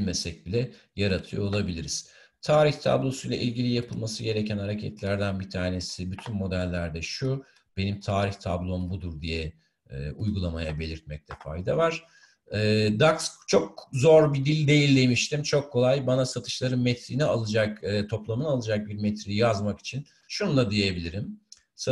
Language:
Turkish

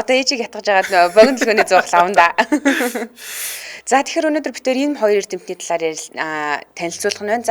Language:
Mongolian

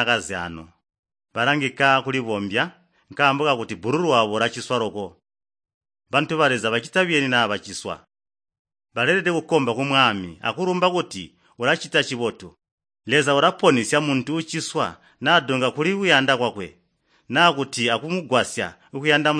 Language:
Tonga (Zambia)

